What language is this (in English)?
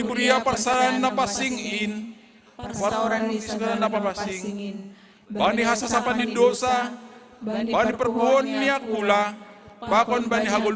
Batak Simalungun